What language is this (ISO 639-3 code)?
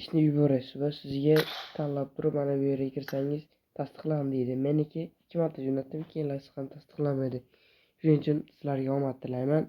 uzb